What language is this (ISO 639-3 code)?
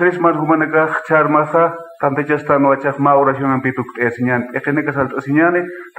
aym